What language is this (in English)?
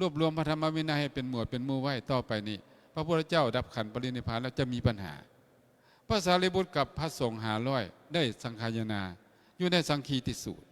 Lao